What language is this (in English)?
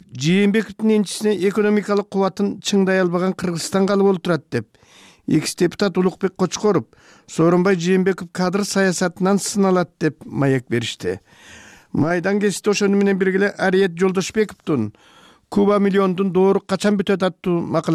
Kyrgyz